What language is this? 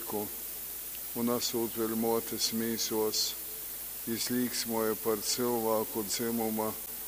Latgalian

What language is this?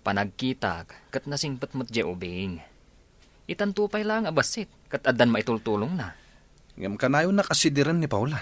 Iloko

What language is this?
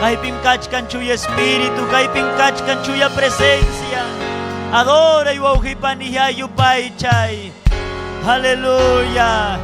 Ayacucho Quechua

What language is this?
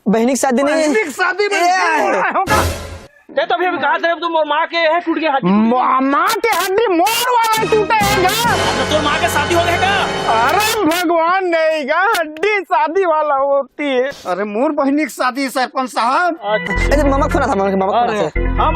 Chhattisgarhi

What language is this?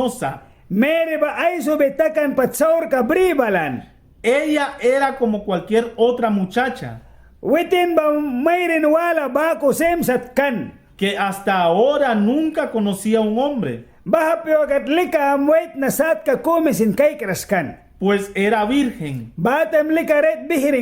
Mískito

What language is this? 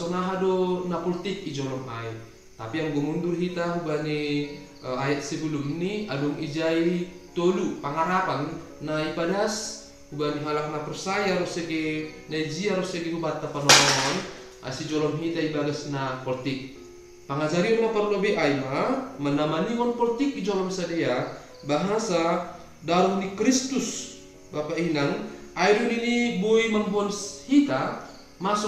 Batak Simalungun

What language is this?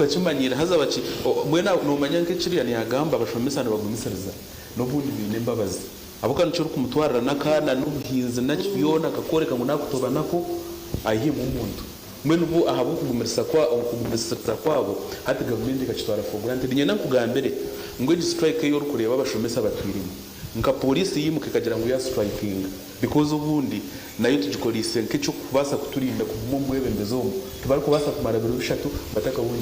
Nyankole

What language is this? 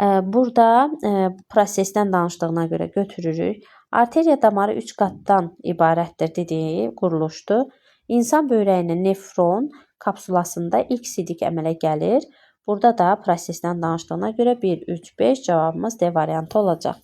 Azerbaijani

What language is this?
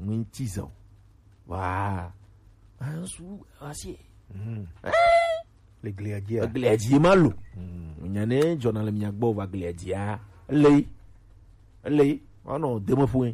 Gen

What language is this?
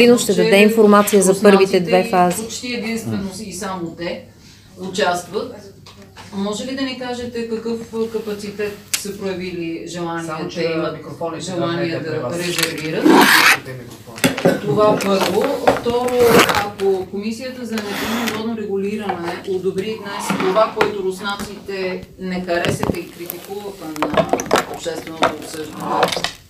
Bulgarian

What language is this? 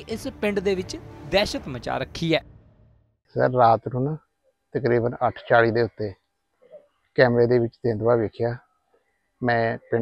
Punjabi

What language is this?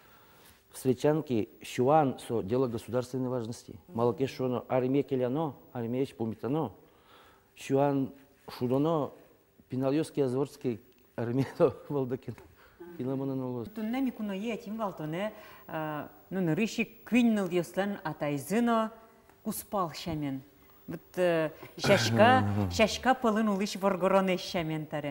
Udmurt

